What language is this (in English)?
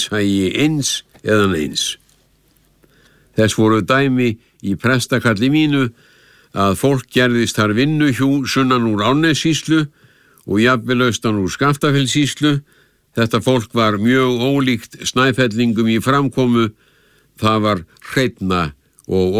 Icelandic